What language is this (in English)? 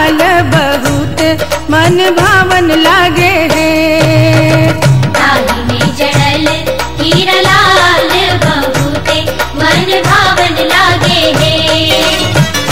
Bhojpuri